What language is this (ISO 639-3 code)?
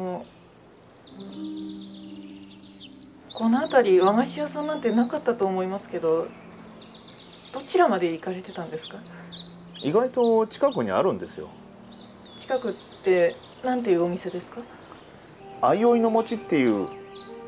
jpn